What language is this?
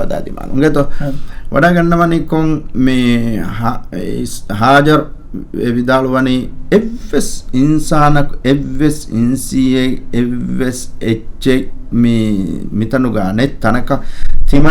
Divehi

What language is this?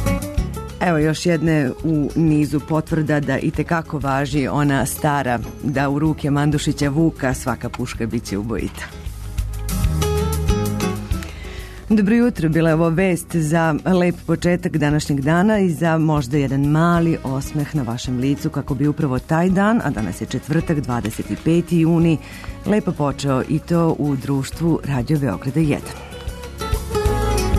Serbian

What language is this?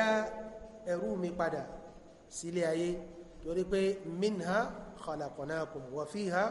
Yoruba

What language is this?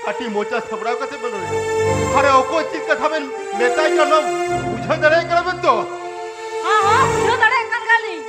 Santali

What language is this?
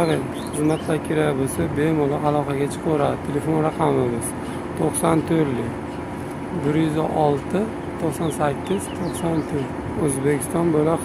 Uzbek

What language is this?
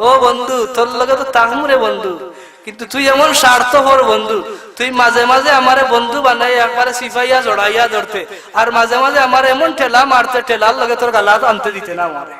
Sylheti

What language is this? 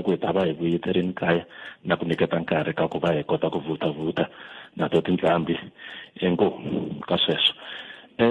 Tsonga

